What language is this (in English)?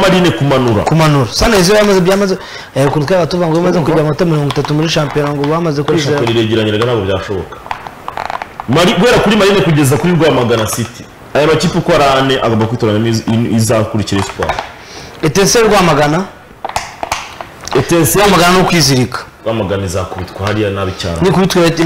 Kinyarwanda